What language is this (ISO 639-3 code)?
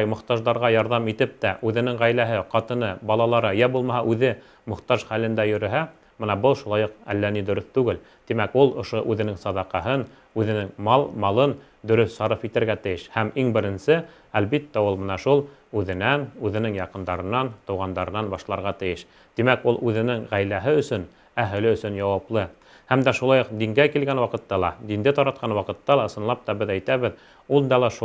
bak